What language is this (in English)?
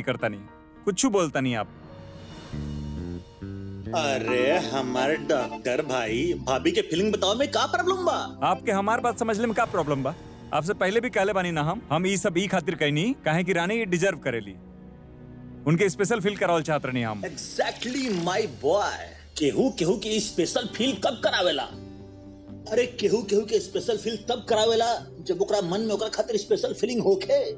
Bhojpuri